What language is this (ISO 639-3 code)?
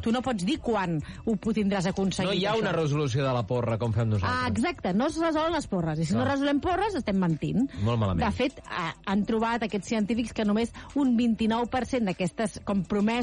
cat